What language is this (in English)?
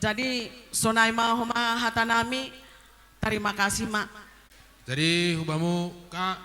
Batak Simalungun